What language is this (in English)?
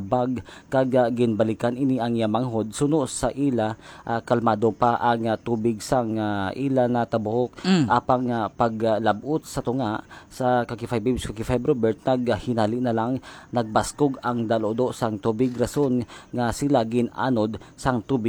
Hiligaynon